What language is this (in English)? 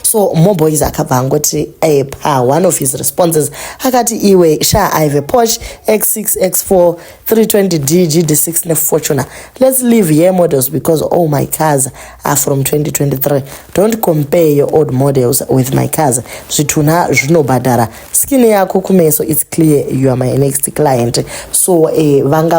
Shona